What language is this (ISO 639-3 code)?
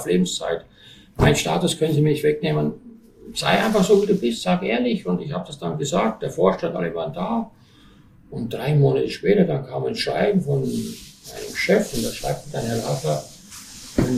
deu